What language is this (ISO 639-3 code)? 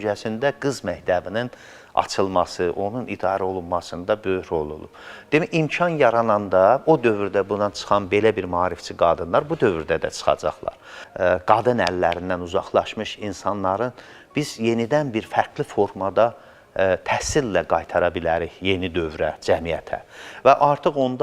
aze